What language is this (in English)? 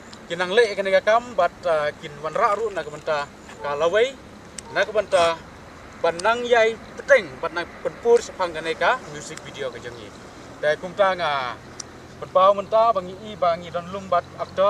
Khasi